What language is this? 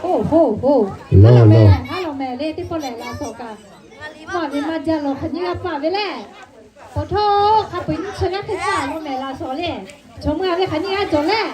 Lahu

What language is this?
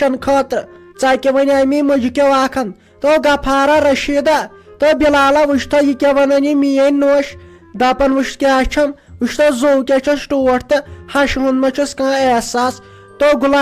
Kashmiri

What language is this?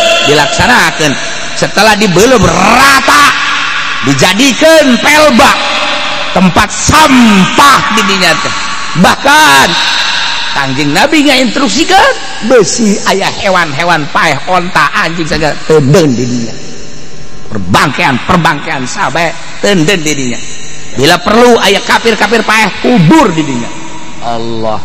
Sundanese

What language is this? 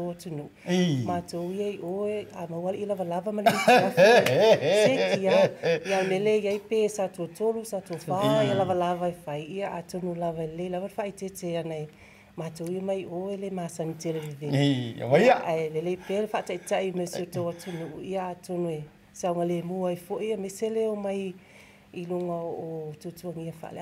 Samoan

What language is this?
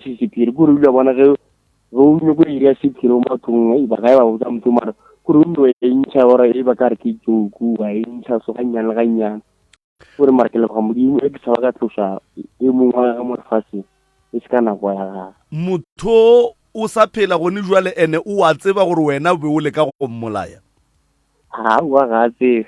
Northern Sotho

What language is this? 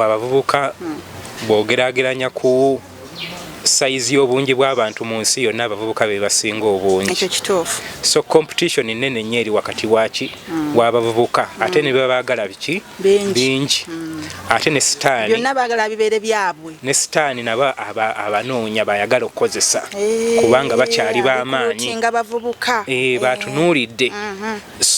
Ganda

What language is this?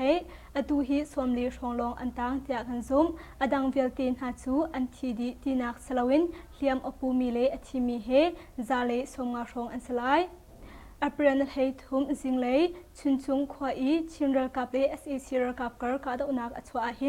Hakha Chin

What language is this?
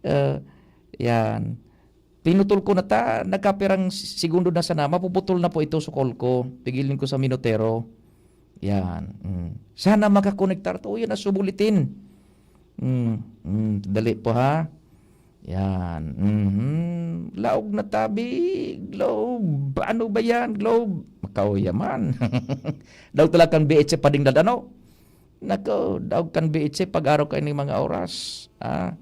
Bikol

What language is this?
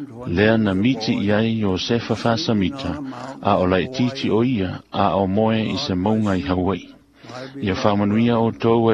Samoan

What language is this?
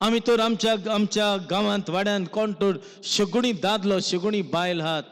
Konkani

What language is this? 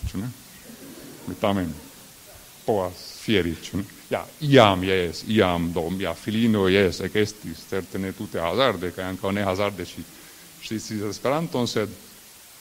Esperanto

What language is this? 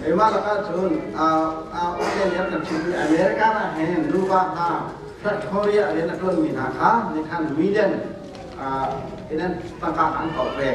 Hakha Chin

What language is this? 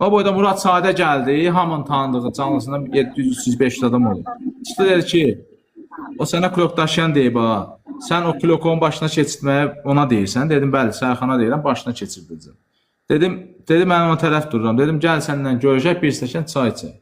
Azerbaijani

